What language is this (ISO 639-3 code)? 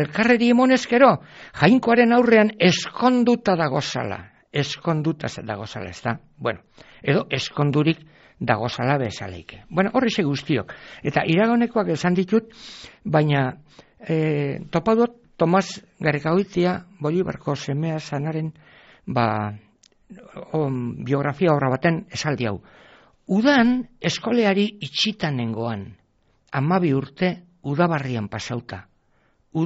eus